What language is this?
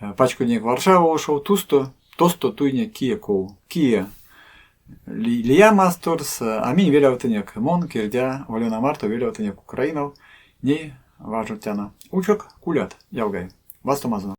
Erzya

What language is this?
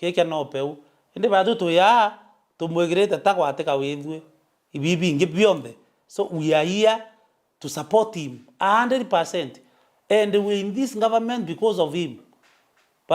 Meru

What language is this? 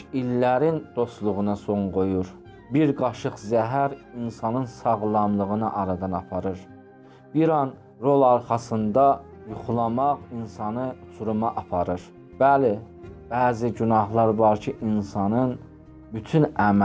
Azerbaijani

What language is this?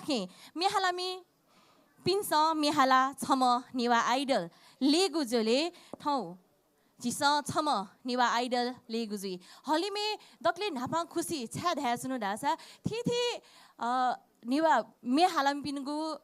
Newari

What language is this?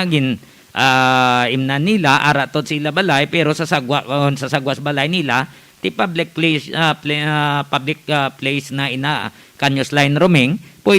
Hiligaynon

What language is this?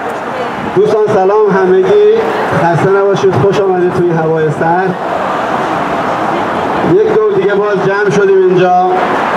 Persian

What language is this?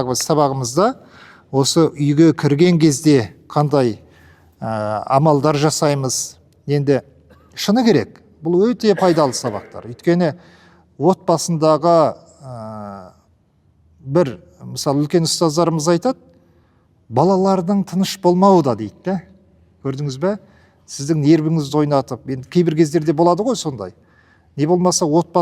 Kazakh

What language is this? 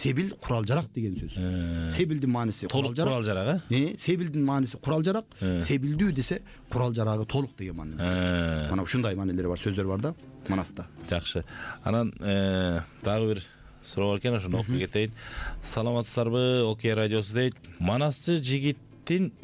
Kyrgyz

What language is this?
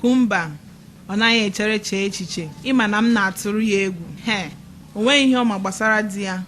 Igbo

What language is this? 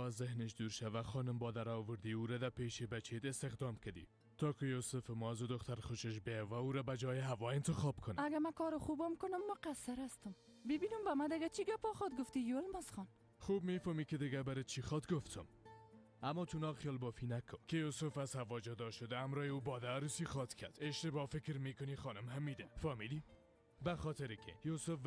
Persian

